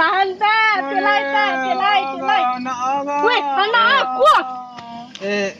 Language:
Minangkabau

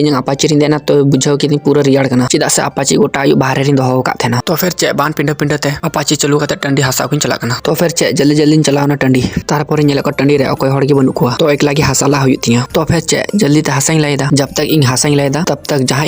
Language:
Santali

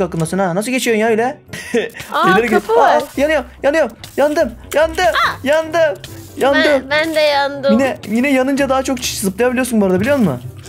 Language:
Turkish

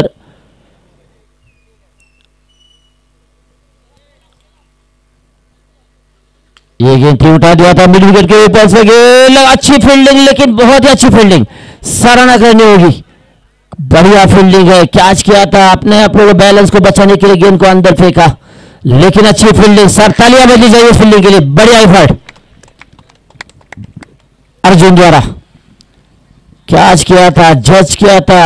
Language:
Hindi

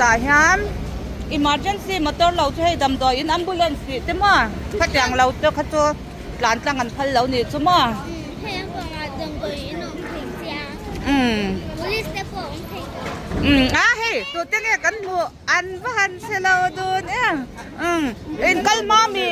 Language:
Mizo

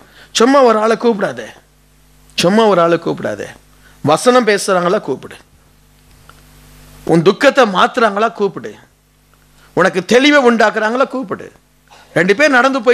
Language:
Tamil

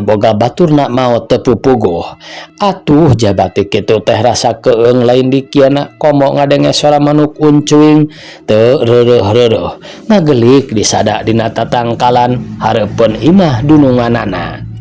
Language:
Sundanese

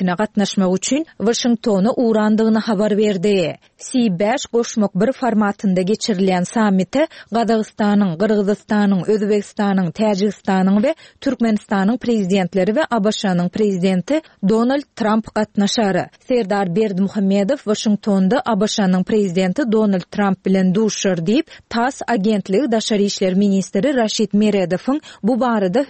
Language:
Turkmen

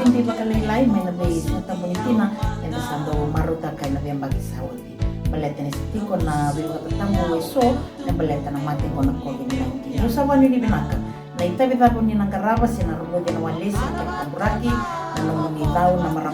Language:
Fijian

